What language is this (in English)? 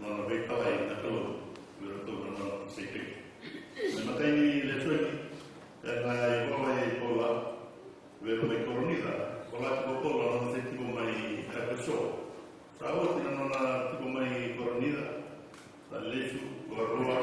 Fijian